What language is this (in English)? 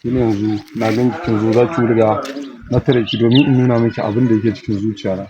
Hausa